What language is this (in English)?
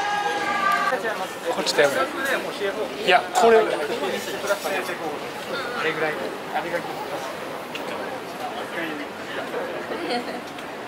Japanese